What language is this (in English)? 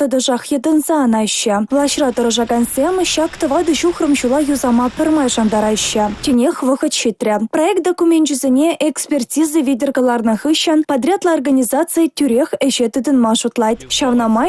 Chuvash